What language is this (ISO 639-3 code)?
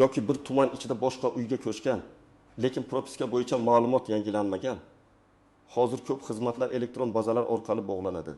uzb